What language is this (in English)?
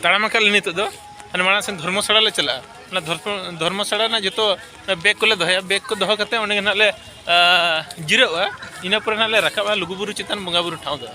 Santali